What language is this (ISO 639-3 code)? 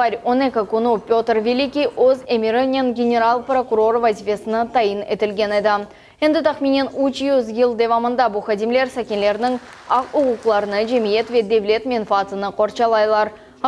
crh